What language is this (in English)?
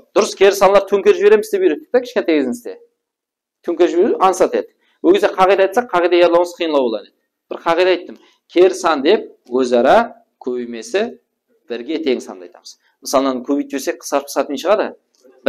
Kara-Kalpak